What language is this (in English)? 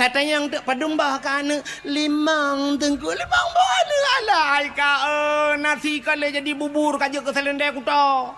Achinese